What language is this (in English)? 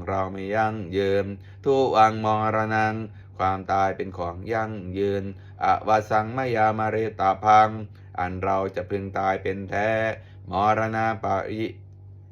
Pali